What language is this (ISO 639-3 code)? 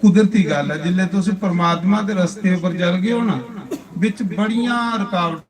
doi